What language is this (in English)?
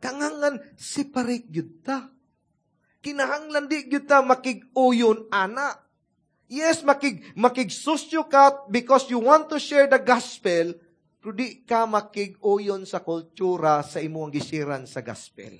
Cebuano